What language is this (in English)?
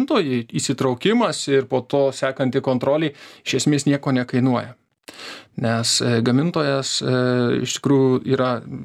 Lithuanian